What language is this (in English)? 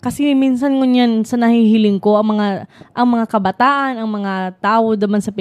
Bikol